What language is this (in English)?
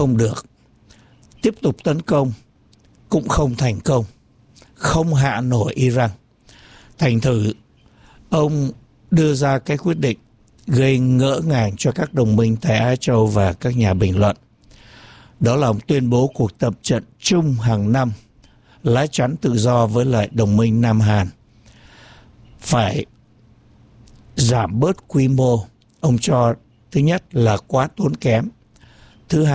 Vietnamese